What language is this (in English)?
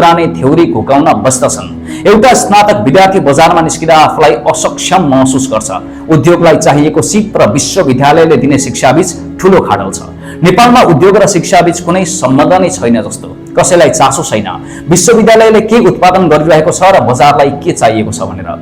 Nepali